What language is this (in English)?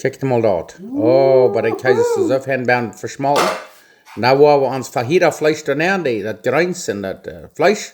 Plautdietsch